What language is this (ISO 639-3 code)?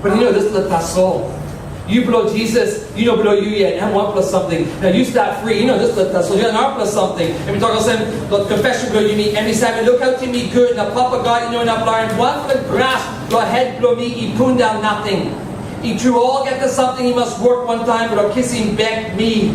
tpi